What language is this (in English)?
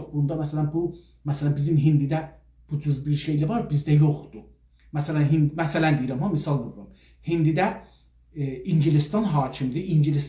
South Azerbaijani